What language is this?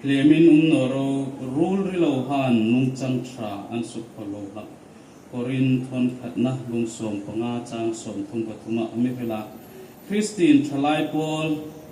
Hmar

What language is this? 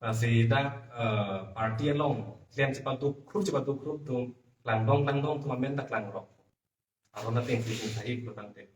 Karbi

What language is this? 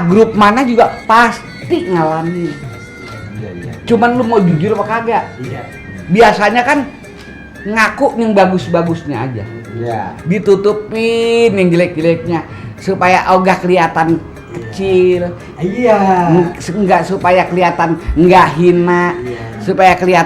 Betawi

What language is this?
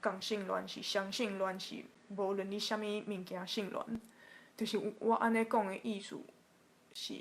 Min Nan Chinese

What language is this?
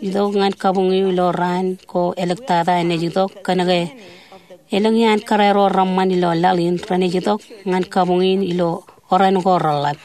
Marshallese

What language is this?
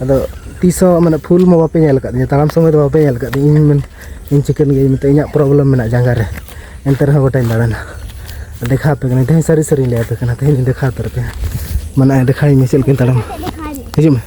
Santali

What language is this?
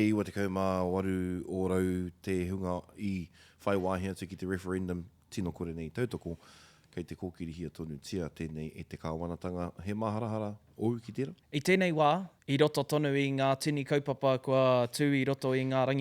Māori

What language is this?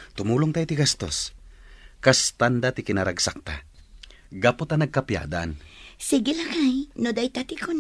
Iloko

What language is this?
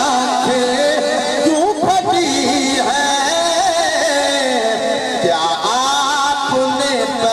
Urdu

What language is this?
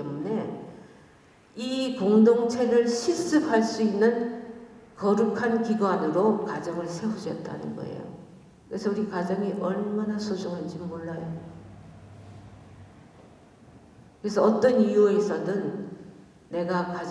Korean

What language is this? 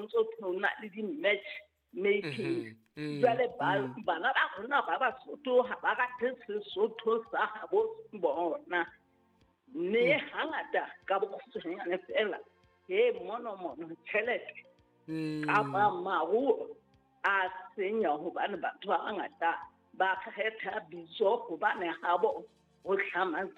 Southern Sotho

